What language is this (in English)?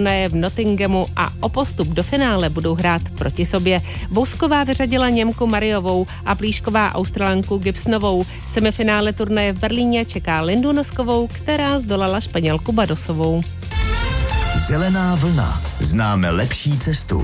Czech